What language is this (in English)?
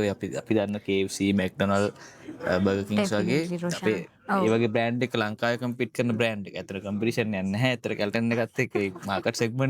Sinhala